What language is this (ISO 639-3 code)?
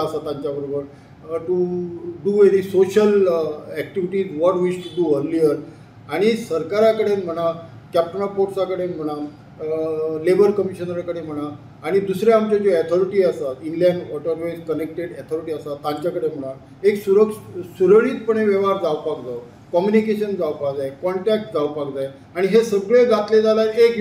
kok